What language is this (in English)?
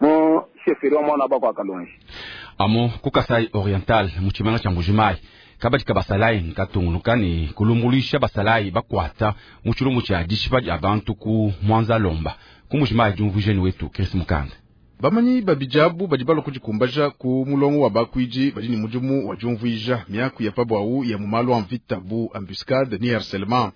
Luba-Lulua